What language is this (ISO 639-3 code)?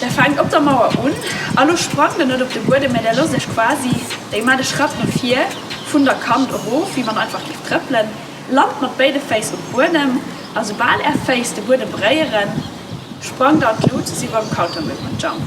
ltz